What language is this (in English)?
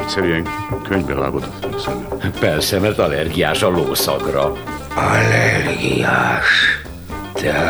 Hungarian